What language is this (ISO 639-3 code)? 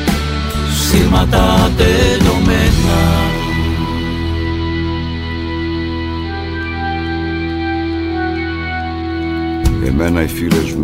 ell